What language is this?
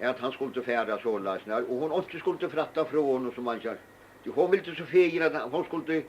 Faroese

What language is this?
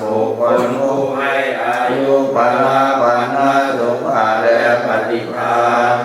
Pali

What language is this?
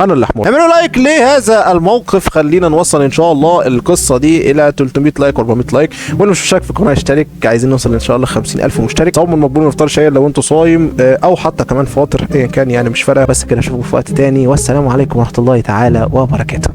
Egyptian Arabic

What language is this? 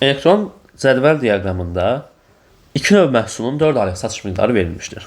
Azerbaijani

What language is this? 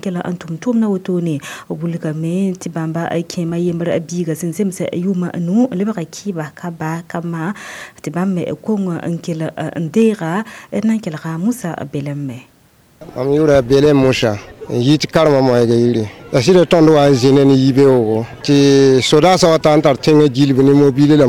Mossi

